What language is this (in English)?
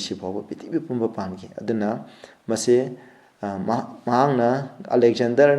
Manipuri